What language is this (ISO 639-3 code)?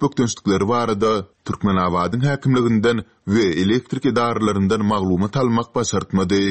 tuk